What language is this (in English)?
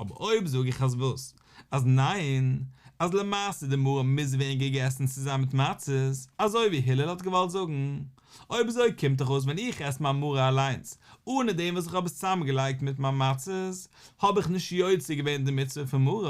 Yiddish